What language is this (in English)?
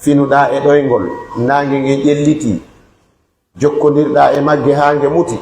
Pular